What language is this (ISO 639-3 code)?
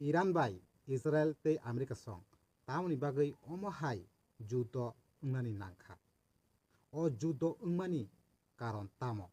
trp